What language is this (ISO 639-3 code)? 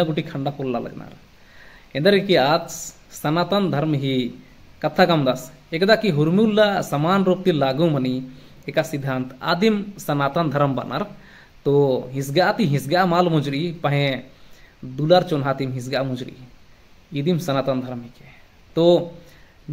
kru